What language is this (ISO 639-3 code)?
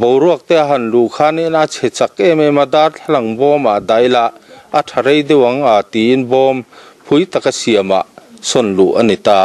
lus